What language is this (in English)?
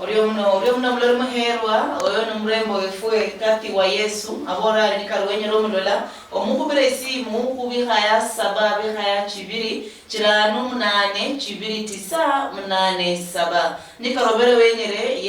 Luyia